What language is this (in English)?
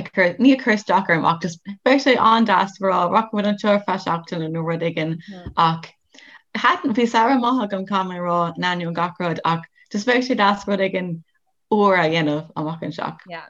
Irish